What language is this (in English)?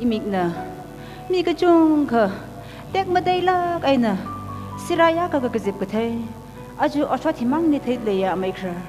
Tangkhul Naga (India)